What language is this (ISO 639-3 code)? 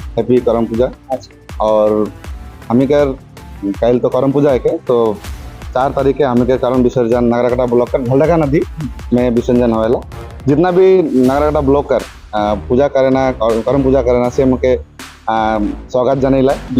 sck